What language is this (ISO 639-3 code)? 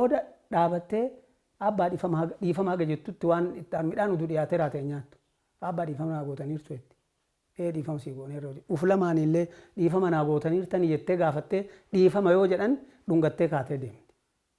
orm